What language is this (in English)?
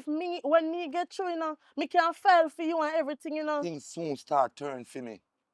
Jamaican Creole English